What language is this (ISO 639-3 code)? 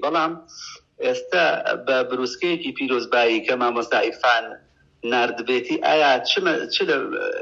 ckb